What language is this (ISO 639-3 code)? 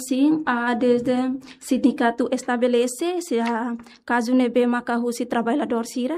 tet